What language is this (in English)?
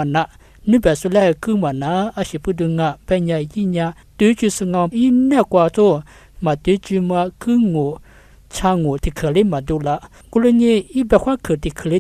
Lisu